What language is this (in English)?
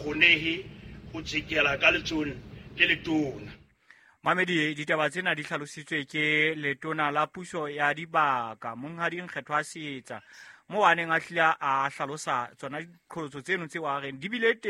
Southern Sotho